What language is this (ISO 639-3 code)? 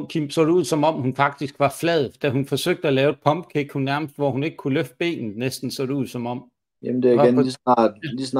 dan